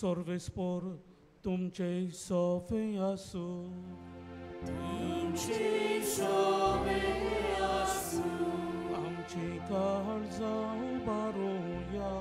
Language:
Konkani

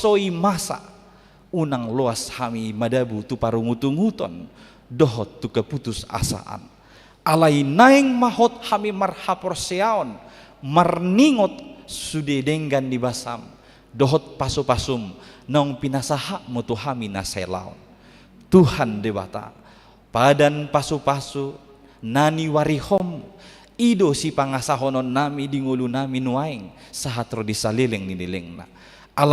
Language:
Batak Toba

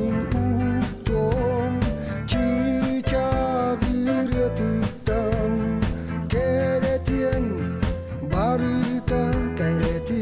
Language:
Yakut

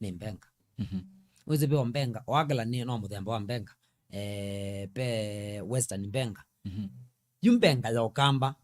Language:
Kamba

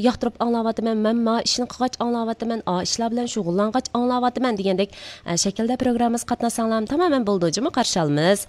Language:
Uyghur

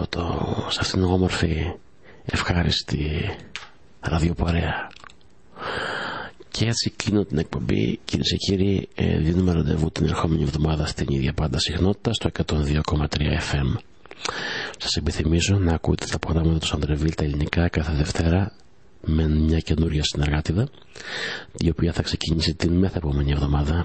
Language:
Greek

